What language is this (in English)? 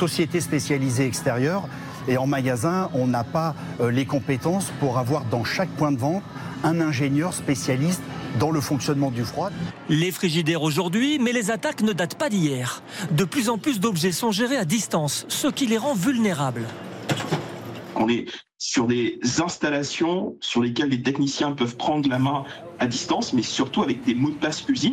French